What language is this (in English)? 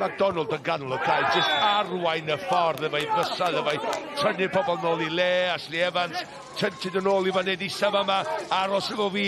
Welsh